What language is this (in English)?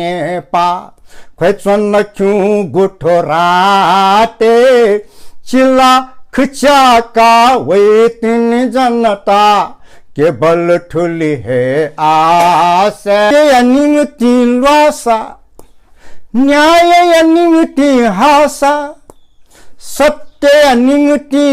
Newari